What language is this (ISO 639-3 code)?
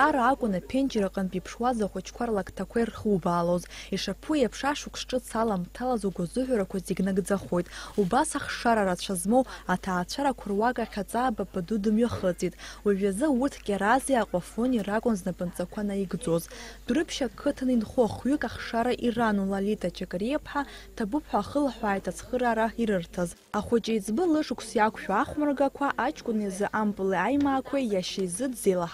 abk